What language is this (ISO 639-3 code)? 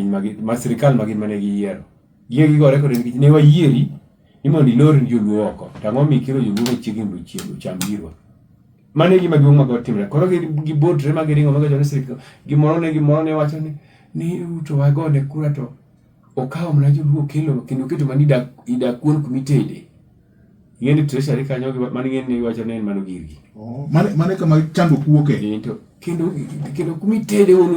luo